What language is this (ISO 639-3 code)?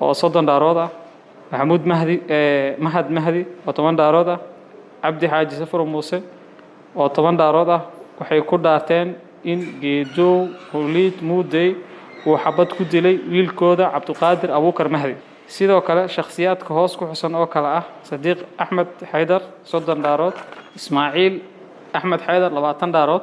som